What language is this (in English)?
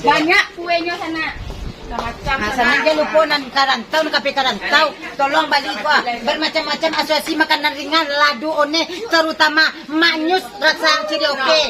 Minangkabau